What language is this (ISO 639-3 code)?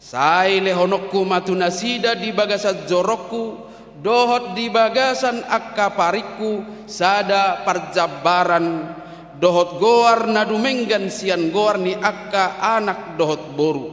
bbc